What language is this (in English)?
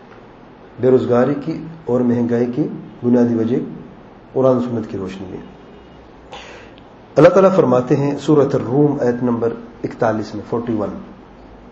Urdu